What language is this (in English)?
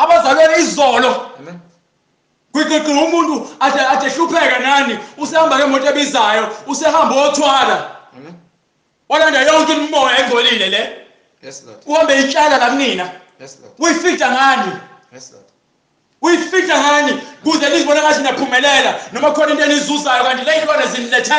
Zulu